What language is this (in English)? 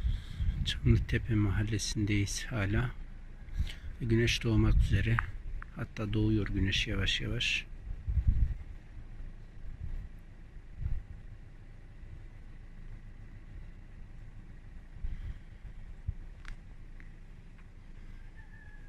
Turkish